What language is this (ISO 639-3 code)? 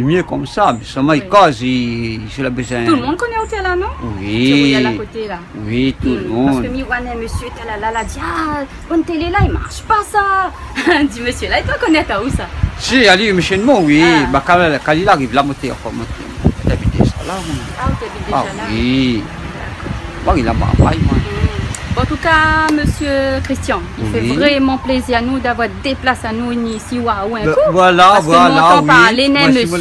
rcf